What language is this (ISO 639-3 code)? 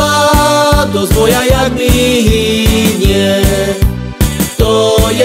slk